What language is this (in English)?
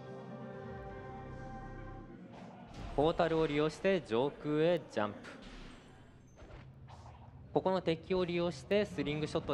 Japanese